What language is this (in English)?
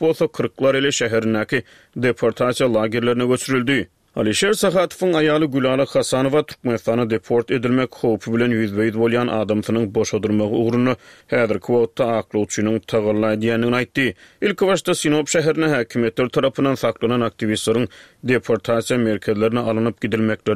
Turkmen